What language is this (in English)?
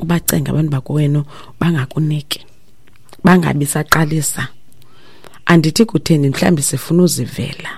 Xhosa